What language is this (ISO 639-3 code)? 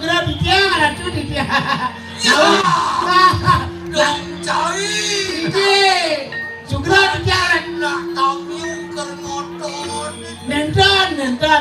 ban